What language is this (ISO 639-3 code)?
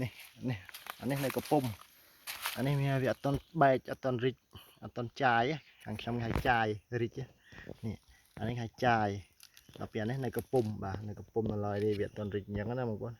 khm